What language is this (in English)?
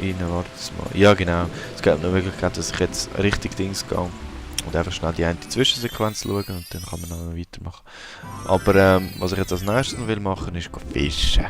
Swiss German